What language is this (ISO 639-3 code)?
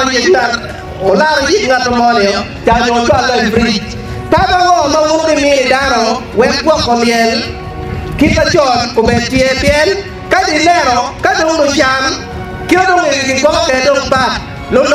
ach